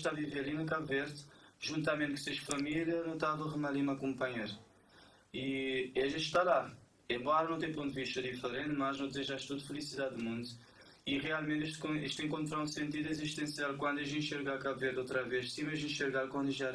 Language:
Kabuverdianu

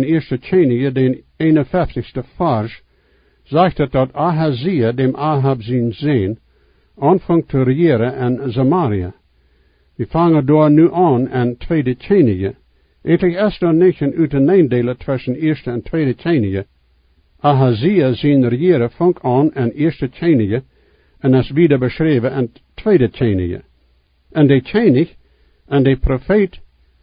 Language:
Plautdietsch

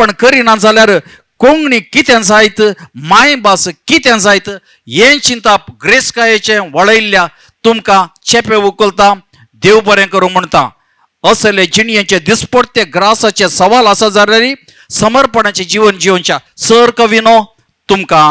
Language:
Konkani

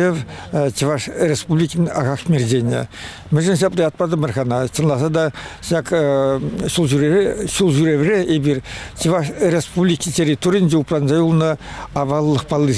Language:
Chuvash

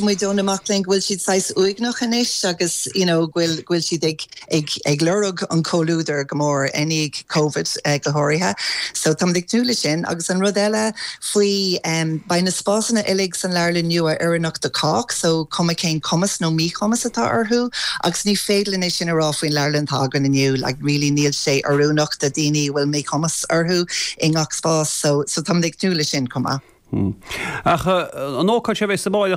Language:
Irish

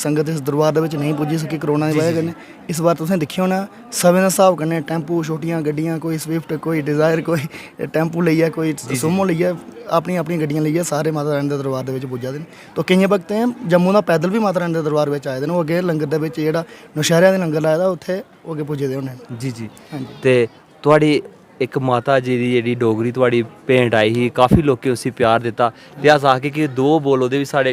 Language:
Dogri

